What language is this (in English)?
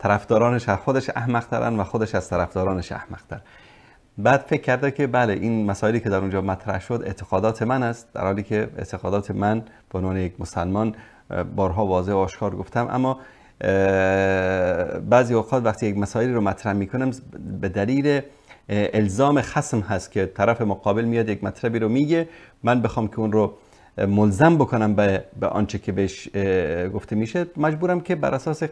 Persian